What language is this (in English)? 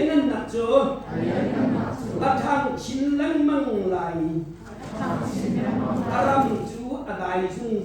Hakha Chin